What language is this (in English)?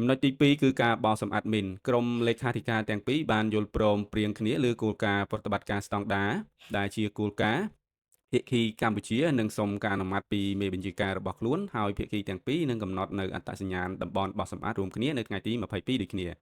Khmer